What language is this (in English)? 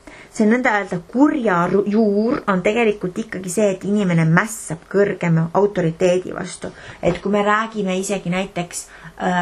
Estonian